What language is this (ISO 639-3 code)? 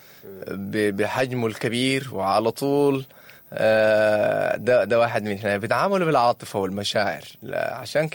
apd